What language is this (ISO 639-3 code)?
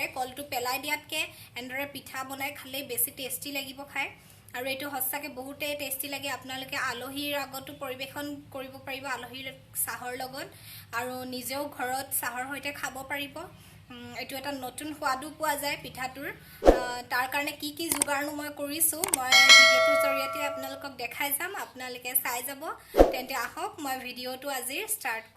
asm